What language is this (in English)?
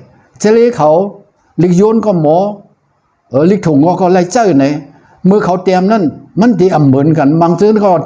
Shan